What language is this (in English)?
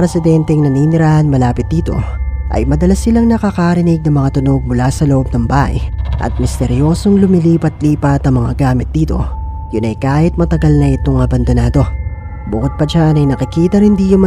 Filipino